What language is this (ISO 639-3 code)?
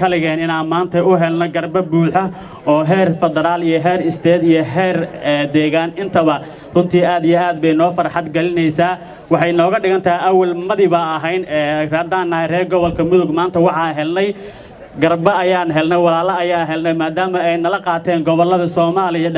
som